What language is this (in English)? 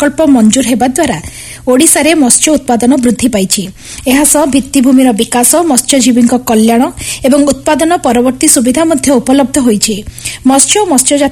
Odia